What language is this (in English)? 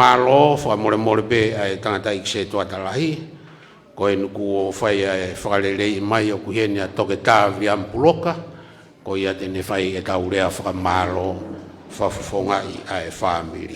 Tongan